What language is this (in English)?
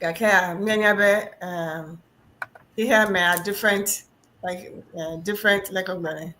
Ewe